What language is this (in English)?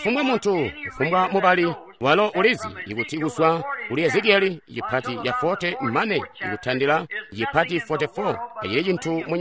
Tonga (Zambia)